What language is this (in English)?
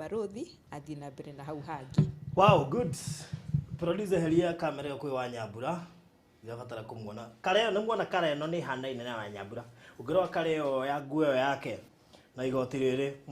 Kikuyu